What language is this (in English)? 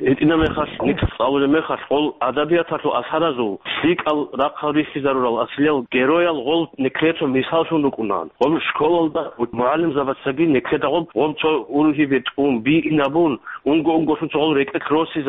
Avaric